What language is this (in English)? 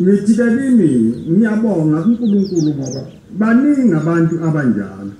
Zulu